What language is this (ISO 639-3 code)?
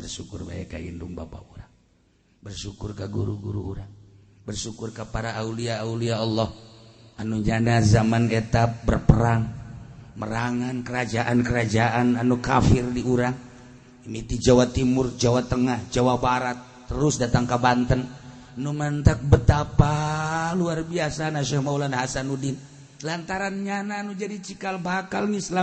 sun